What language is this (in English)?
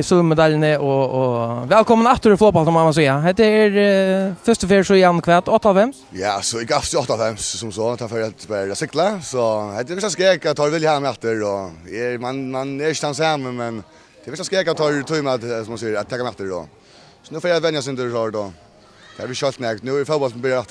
Faroese